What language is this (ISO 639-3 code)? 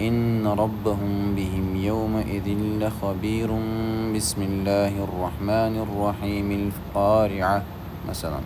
che